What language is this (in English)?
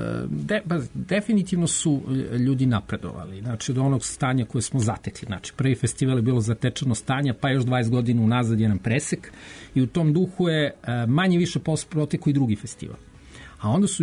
Serbian